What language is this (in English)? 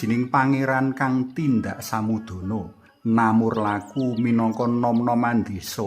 Javanese